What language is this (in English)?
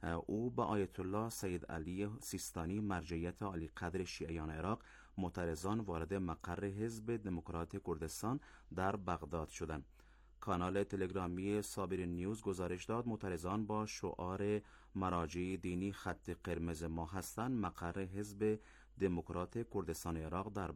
Persian